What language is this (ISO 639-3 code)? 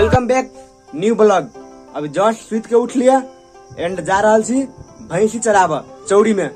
mai